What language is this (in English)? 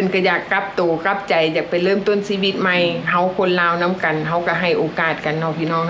Lao